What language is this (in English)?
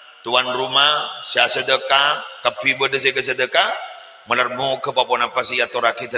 Madurese